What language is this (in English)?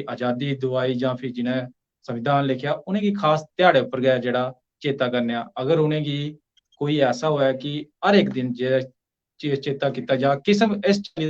Dogri